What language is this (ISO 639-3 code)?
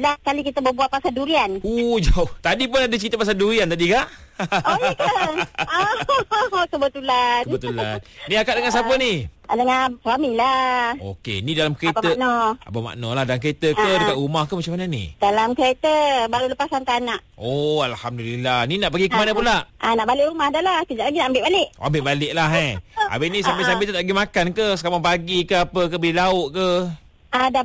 msa